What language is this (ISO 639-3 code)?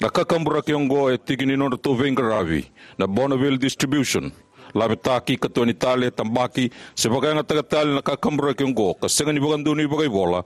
fij